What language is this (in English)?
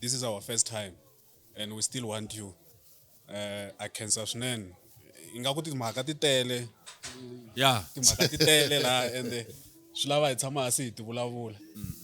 Tsonga